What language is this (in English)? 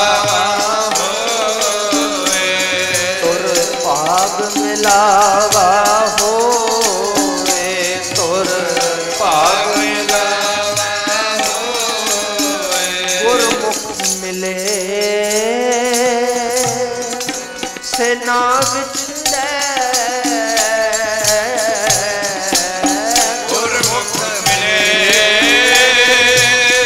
Punjabi